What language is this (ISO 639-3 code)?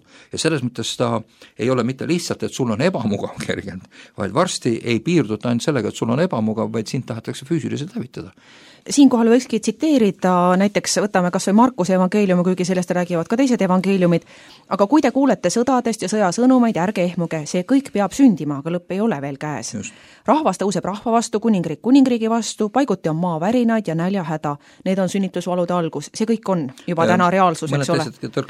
est